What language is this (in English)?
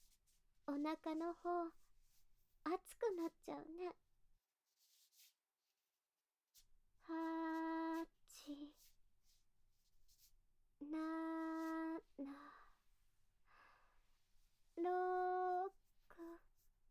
Japanese